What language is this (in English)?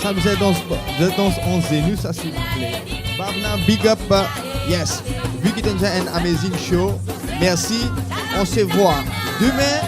Morisyen